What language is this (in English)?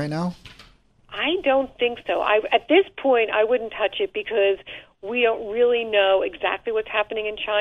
English